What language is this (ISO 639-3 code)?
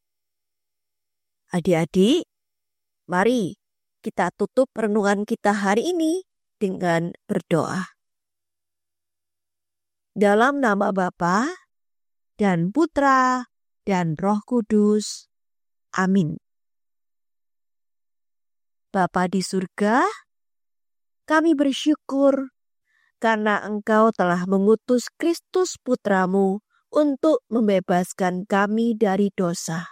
ind